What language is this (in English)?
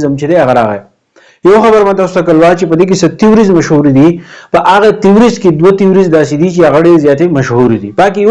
Pashto